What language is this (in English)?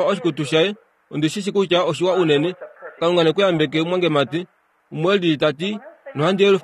Kuanyama